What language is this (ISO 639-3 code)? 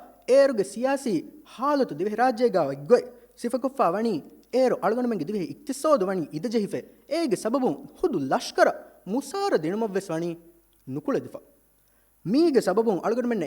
div